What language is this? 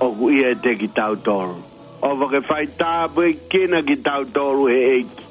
Tongan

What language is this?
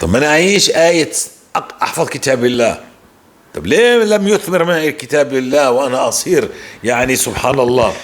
North Levantine Arabic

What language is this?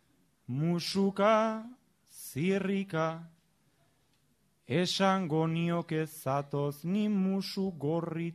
Basque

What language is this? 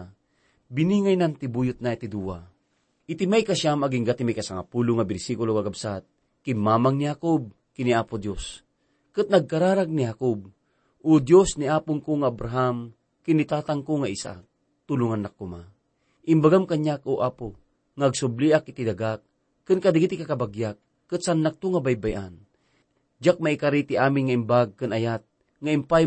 Iloko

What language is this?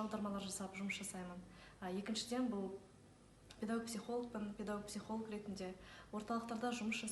Kazakh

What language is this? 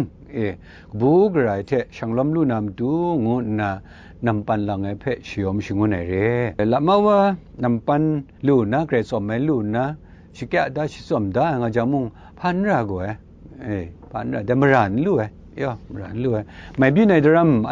Kachin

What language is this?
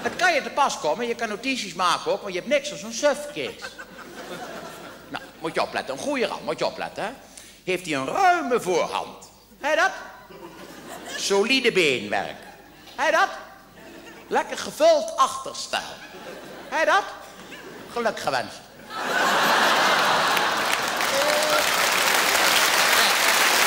Dutch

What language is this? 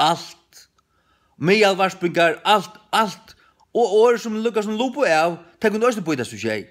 Faroese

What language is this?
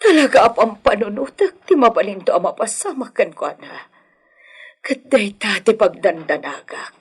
Iloko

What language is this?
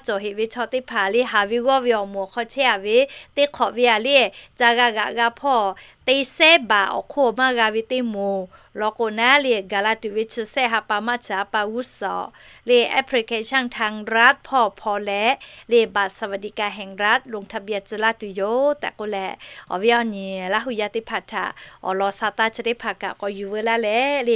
Lahu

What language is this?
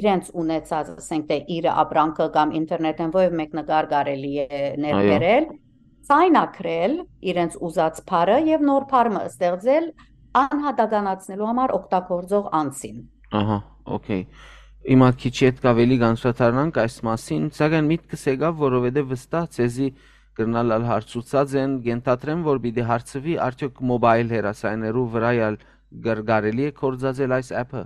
Western Armenian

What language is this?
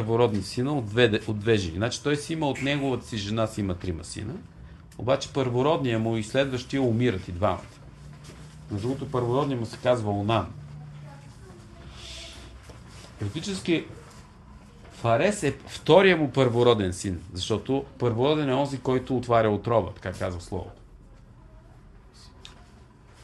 Bulgarian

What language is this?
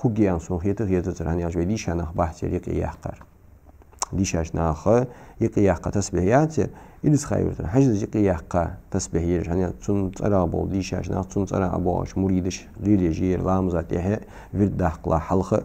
Ingush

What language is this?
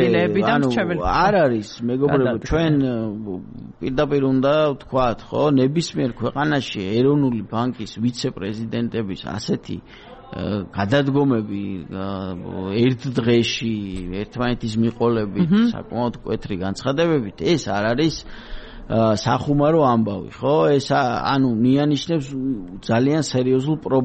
Georgian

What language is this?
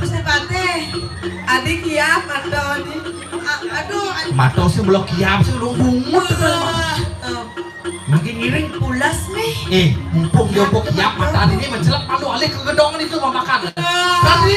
Balinese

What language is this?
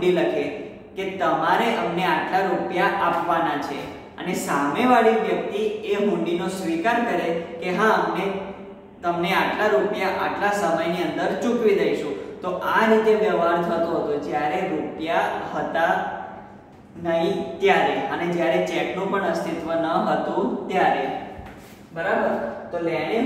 Gujarati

